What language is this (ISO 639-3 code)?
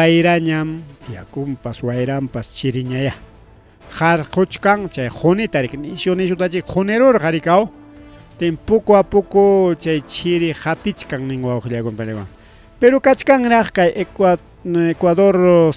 quy